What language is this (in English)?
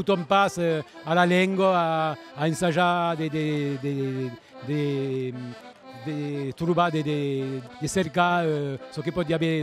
Occitan